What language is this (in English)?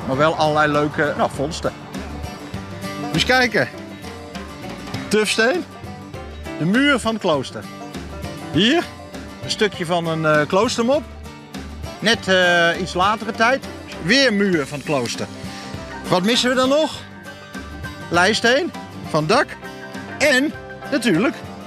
Dutch